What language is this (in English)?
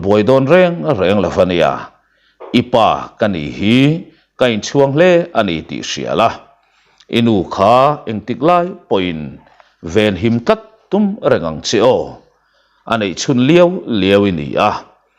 Mizo